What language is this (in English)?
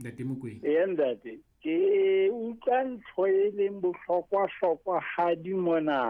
Southern Sotho